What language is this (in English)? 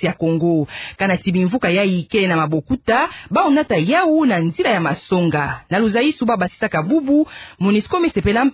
Kituba (Democratic Republic of Congo)